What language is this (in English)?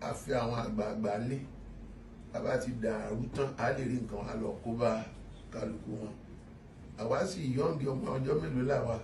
Yoruba